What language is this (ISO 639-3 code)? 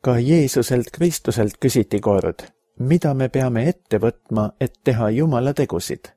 est